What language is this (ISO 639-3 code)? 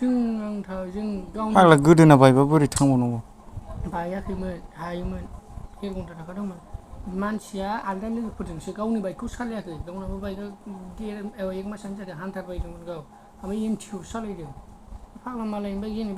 brx